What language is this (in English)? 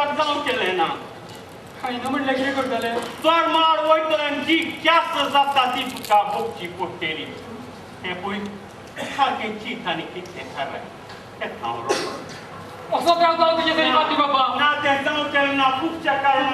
Konkani